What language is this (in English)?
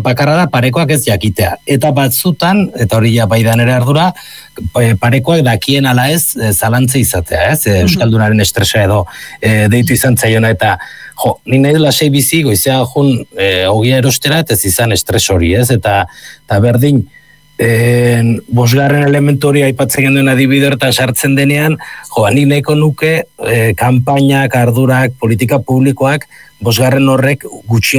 Basque